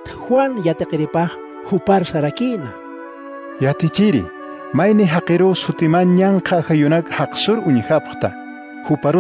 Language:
Aymara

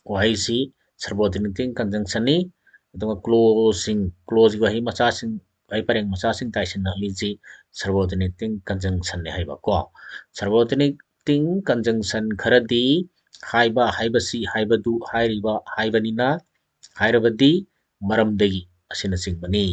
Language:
Manipuri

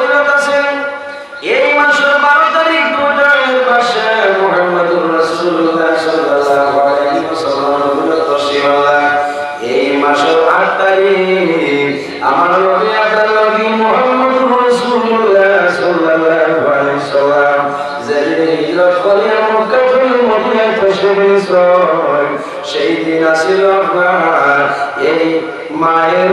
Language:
Sylheti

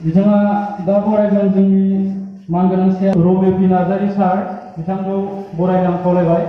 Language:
Bodo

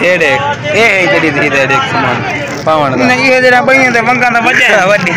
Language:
Saraiki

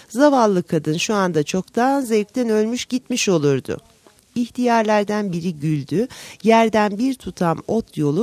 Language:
Turkish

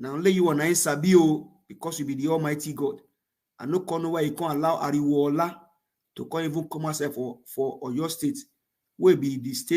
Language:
Nigerian Pidgin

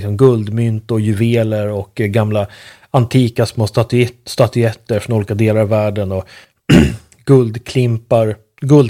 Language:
Swedish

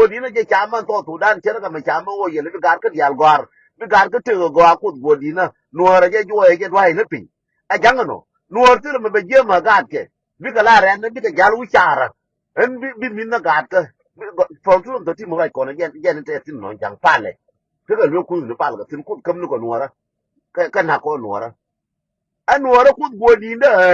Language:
Nuer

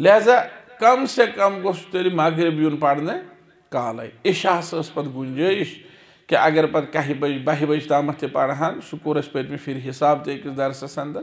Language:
Kashmiri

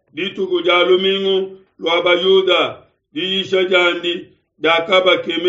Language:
Luba-Lulua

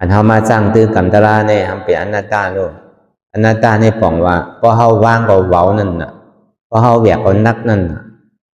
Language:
Shan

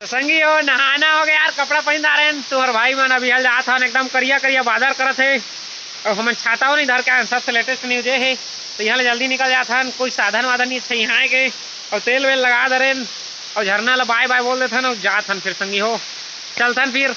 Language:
Chhattisgarhi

